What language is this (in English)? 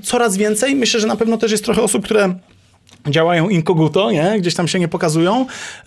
Polish